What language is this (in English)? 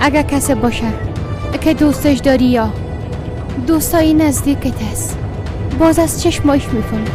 Persian